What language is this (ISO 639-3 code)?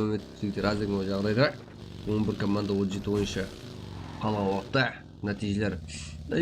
kaa